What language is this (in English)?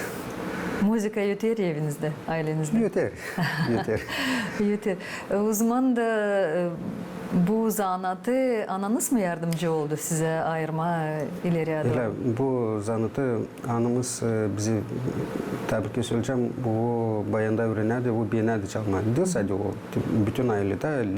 Gagauz